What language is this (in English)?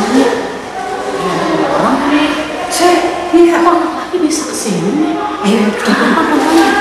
Betawi